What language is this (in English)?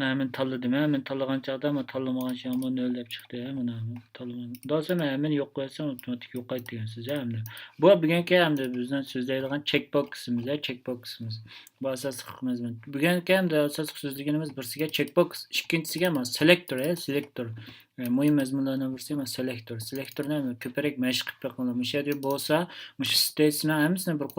Uyghur